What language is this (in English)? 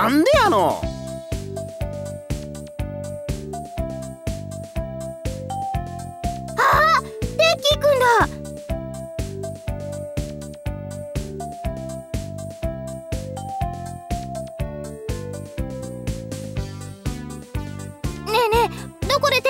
Japanese